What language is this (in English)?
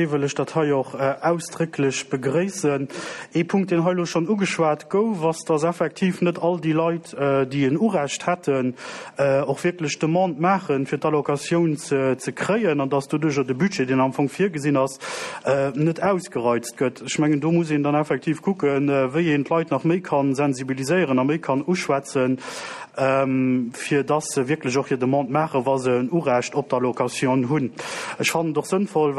Luxembourgish